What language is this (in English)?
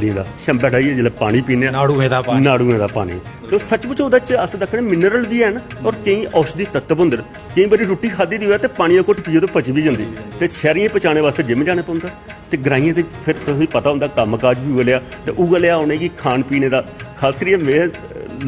Dogri